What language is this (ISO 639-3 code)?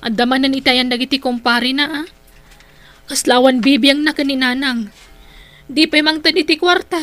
ilo